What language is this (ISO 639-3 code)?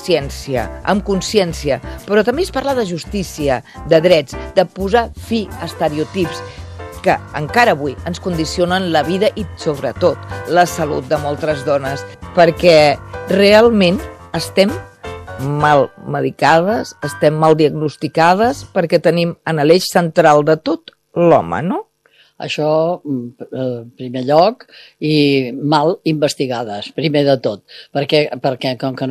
cat